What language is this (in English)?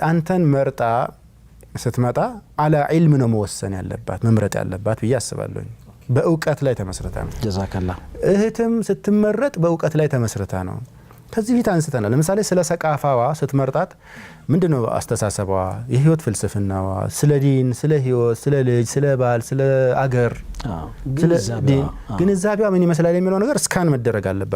Amharic